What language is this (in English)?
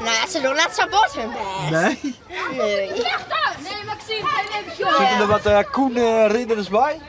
Western Frisian